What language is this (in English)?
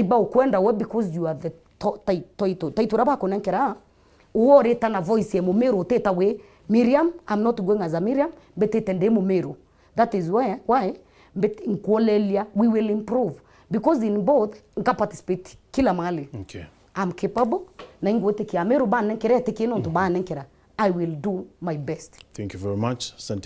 Meru